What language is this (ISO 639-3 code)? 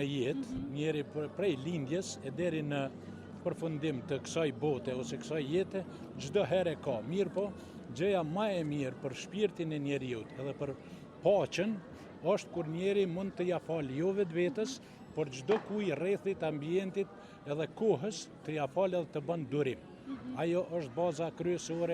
sqi